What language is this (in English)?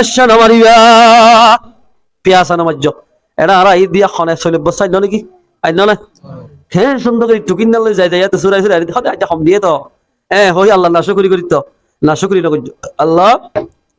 Rohingya